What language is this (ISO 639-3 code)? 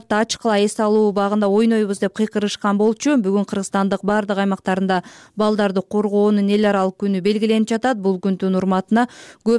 kir